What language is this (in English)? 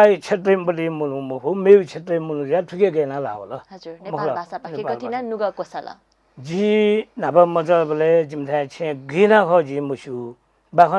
Newari